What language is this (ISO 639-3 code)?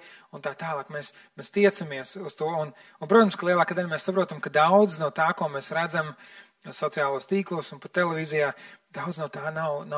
lav